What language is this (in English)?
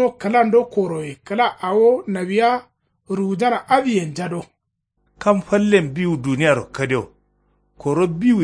Kanuri